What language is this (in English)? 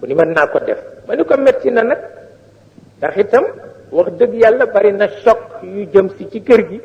Wolof